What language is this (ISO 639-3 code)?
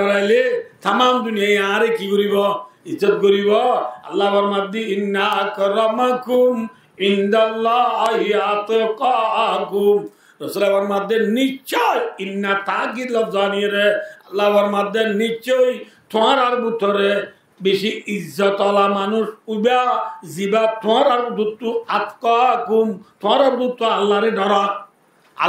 rhg